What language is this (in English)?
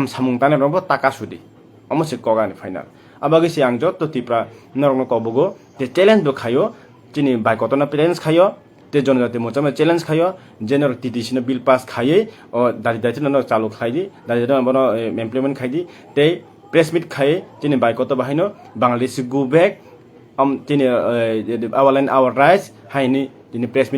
Kok Borok